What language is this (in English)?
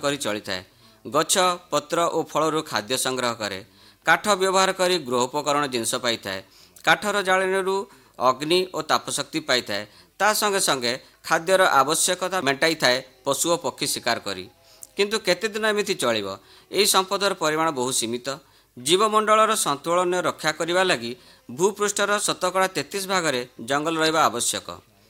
Odia